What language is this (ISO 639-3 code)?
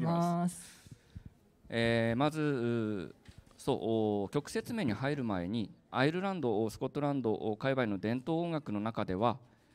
jpn